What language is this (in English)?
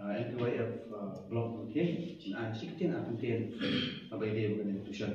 Khasi